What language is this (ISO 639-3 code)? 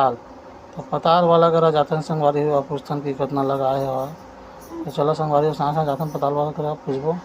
hne